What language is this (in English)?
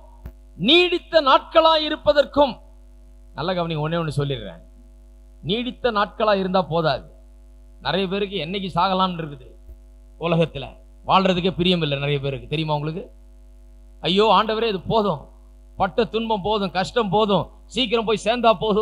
Tamil